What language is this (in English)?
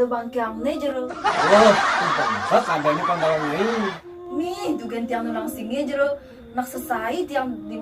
Balinese